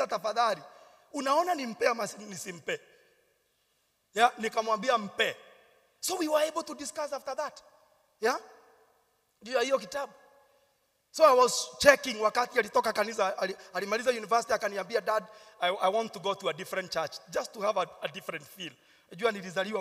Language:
Swahili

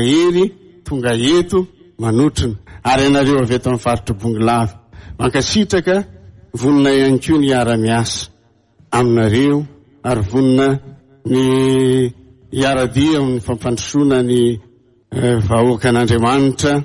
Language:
Malagasy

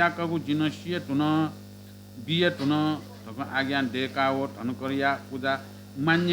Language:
Newari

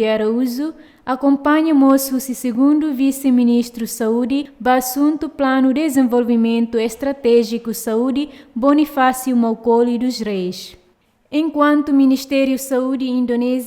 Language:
Tetum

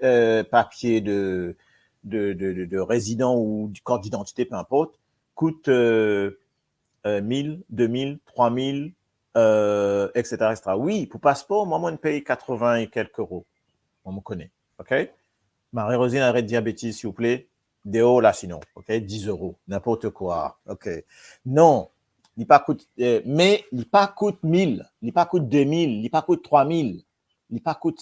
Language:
Morisyen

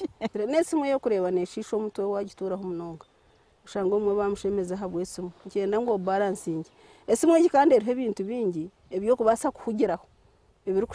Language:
Nyankole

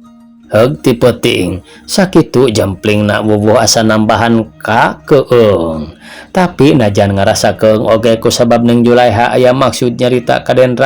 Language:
Sundanese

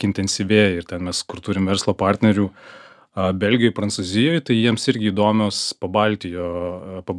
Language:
Lithuanian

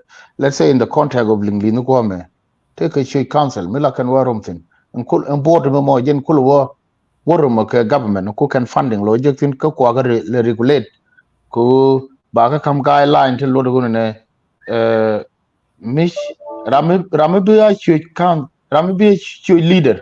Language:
Nuer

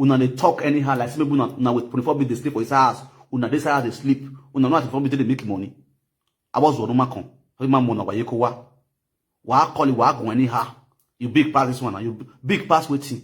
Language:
Nigerian Pidgin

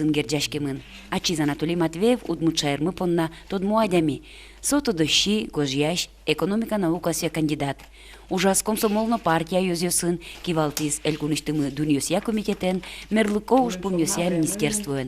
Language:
Udmurt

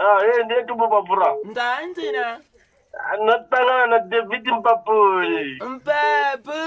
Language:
Venda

